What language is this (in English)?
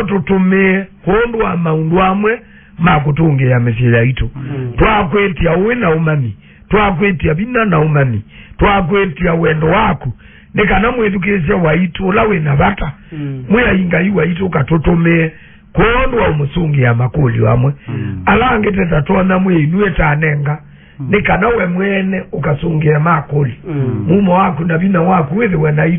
Kamba